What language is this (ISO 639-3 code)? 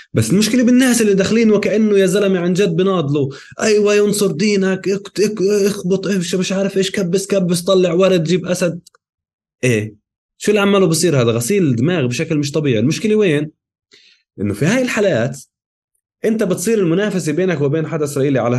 apc